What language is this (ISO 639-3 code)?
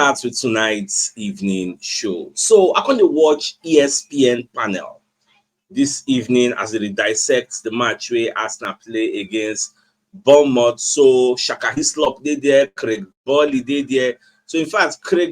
pcm